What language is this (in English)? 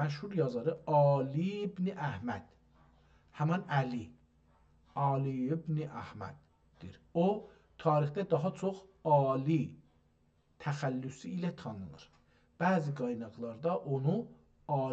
South Azerbaijani